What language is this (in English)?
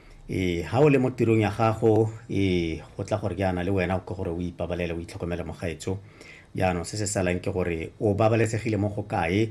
Tswana